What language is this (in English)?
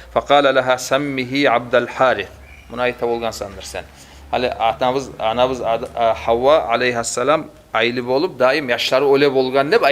Kumyk